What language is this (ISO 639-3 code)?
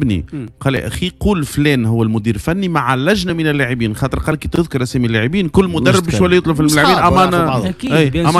aeb